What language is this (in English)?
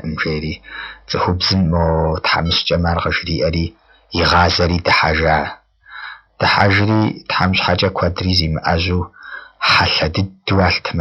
Kabardian